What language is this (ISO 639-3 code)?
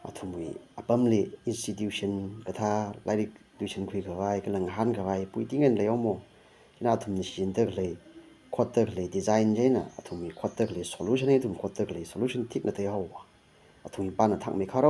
nmf